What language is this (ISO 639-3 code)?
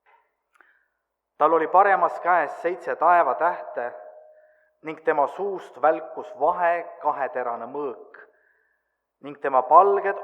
est